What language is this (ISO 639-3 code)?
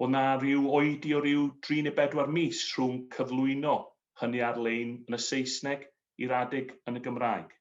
cym